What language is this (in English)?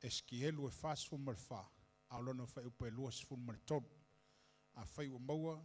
Samoan